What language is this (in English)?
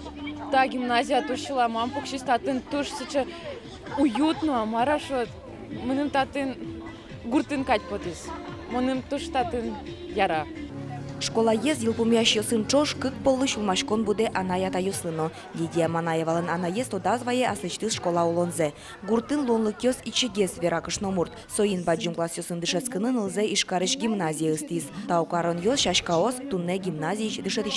Udmurt